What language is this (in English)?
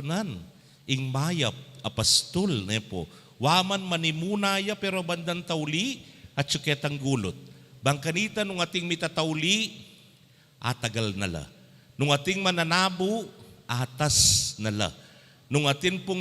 Pampanga